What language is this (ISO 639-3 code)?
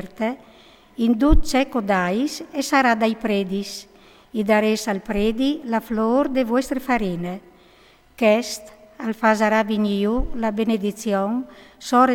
fur